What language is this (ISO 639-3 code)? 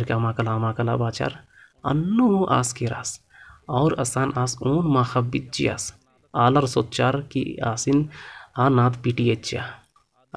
kru